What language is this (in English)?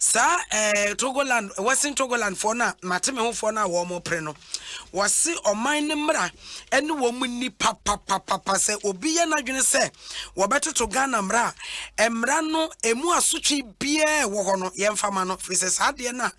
Akan